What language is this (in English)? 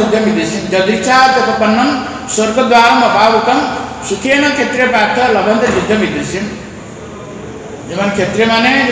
Odia